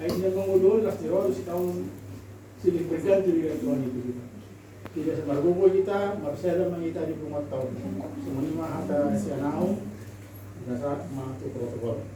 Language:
Batak Toba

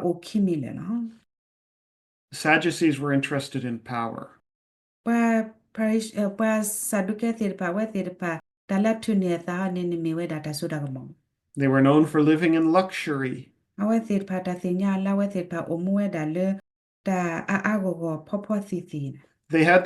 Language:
S'gaw Karen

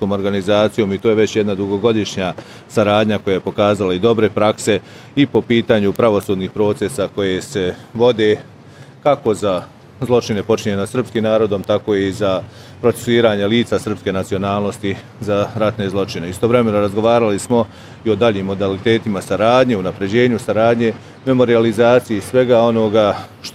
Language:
Bosnian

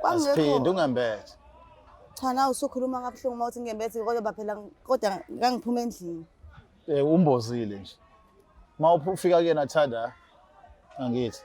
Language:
Zulu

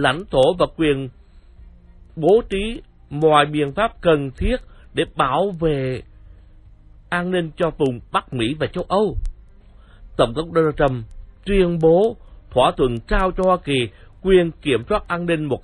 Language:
Vietnamese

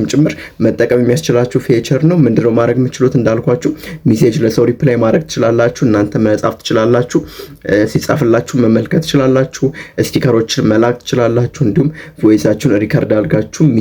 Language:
Amharic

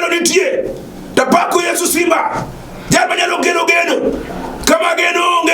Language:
Luo (Kenya and Tanzania)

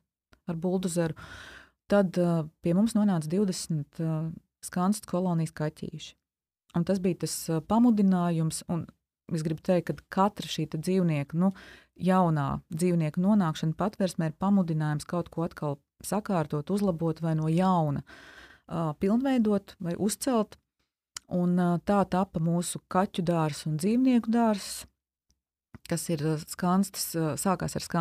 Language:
Latvian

